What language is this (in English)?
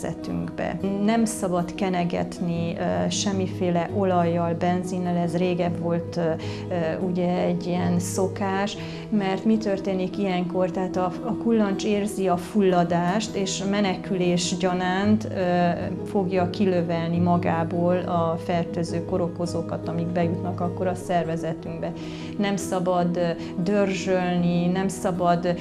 Hungarian